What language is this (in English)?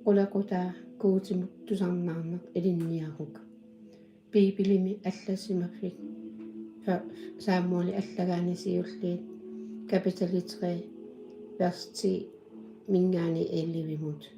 Kalaallisut